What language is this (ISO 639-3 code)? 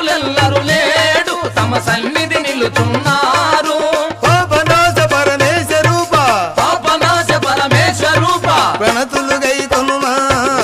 tel